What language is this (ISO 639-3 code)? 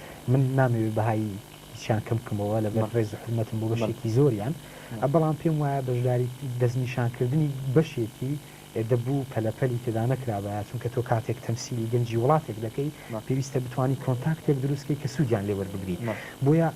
ckb